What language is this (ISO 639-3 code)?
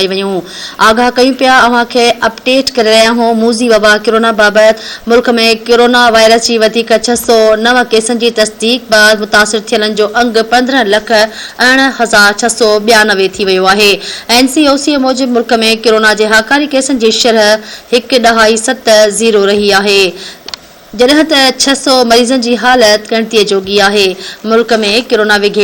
snd